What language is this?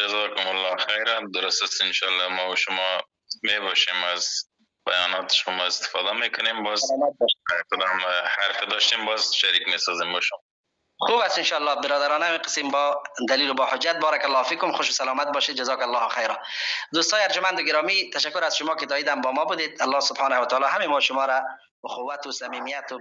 Persian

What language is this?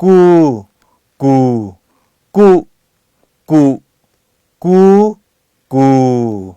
Lahu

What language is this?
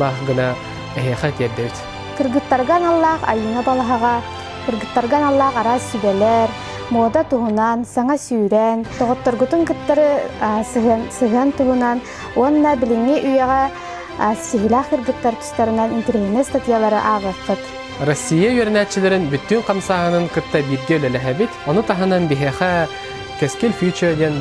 Yakut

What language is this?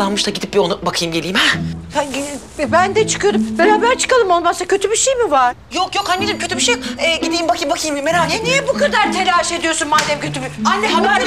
Turkish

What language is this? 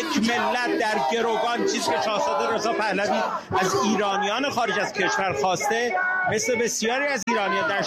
Persian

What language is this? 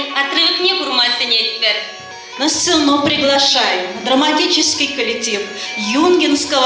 Chuvash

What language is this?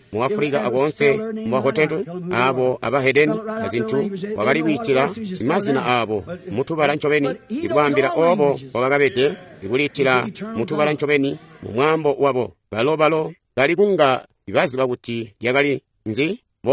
Tonga (Zambia)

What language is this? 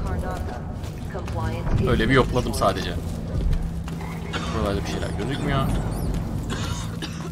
Turkish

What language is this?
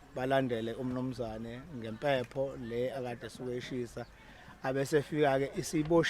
Zulu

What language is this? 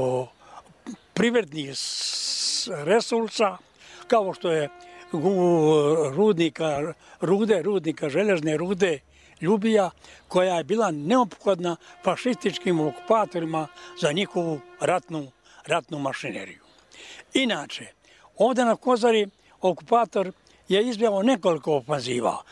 Serbian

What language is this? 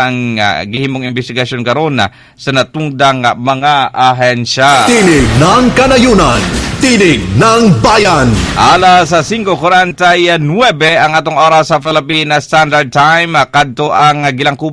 Cebuano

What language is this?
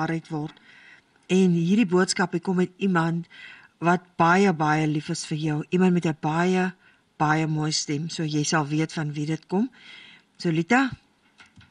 Afrikaans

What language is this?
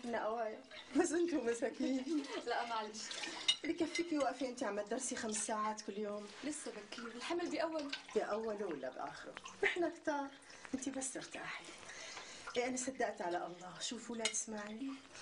North Levantine Arabic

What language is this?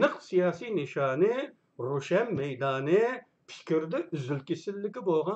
Uyghur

